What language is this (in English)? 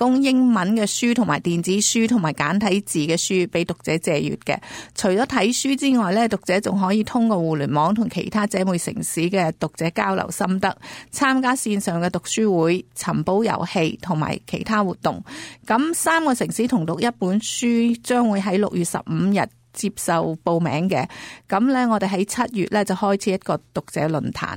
Cantonese